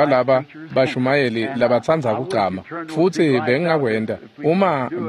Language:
Swati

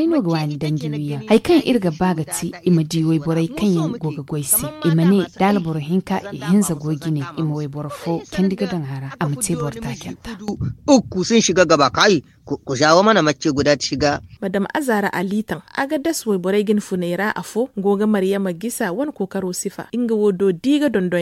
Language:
Zarma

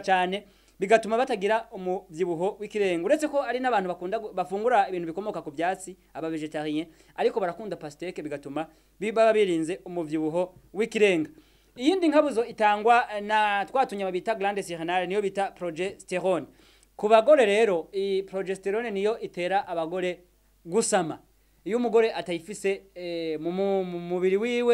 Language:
Rundi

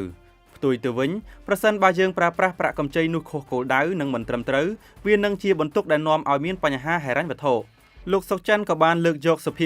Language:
Khmer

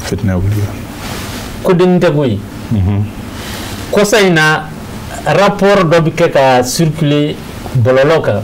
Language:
Bambara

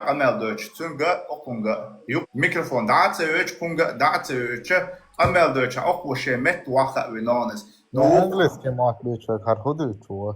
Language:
Chechen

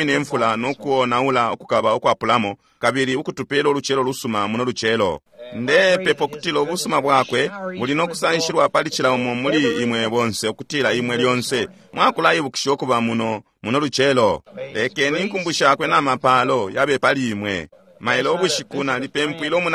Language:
Bemba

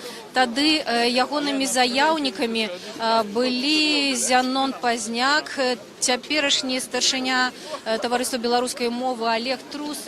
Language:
Belarusian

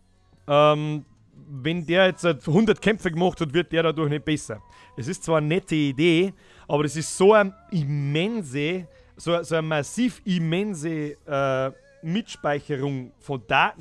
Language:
Bavarian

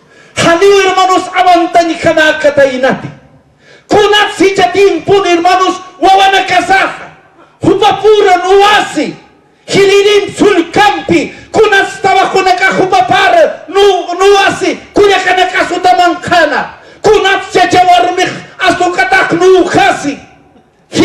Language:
Aymara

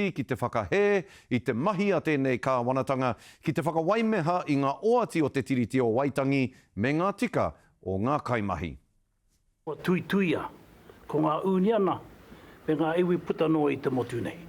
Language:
Māori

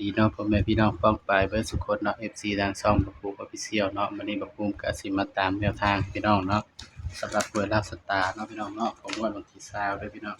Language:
Northeastern Thai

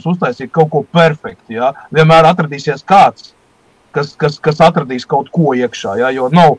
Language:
Latvian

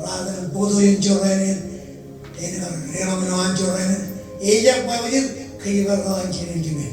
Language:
Marshallese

